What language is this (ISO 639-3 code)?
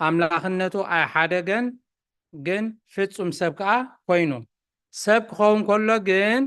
tir